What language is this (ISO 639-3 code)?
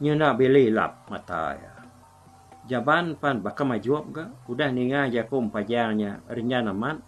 iba